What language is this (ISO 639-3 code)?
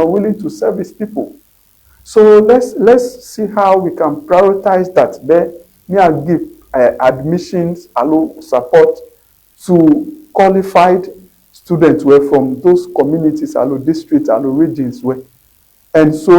ewe